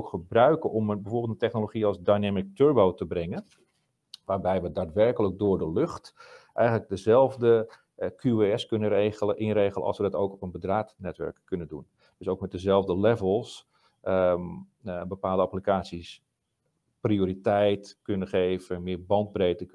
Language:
Dutch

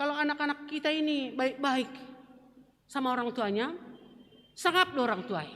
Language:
Batak Simalungun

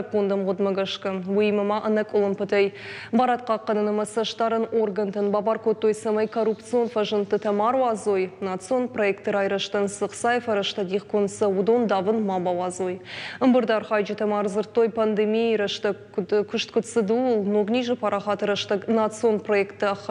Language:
Ossetic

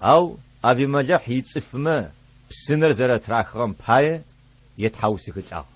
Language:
Adyghe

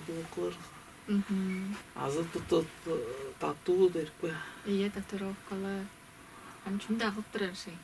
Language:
Tuvinian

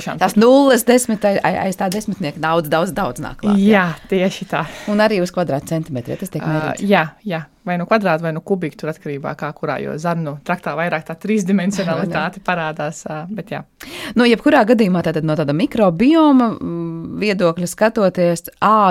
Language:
Latvian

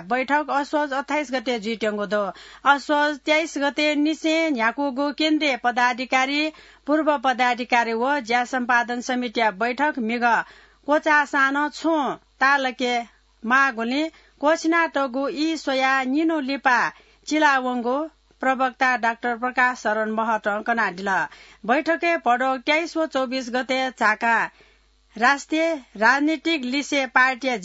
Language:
Newari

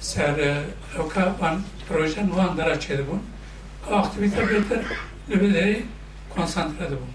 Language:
Kurdish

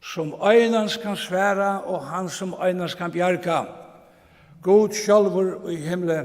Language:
Faroese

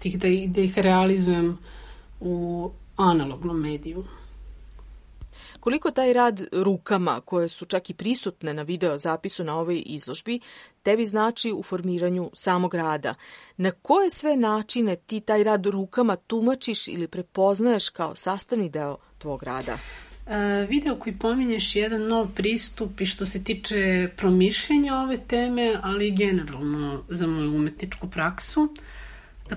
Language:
Serbian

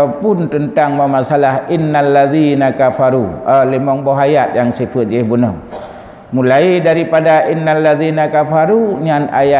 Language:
Achinese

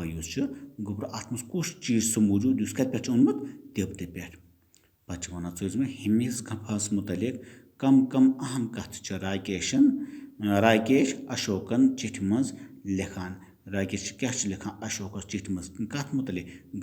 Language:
Kashmiri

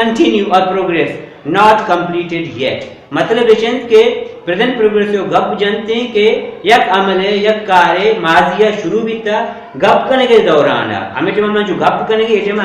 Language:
Baluchi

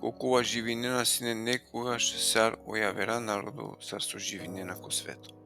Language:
Balkan Romani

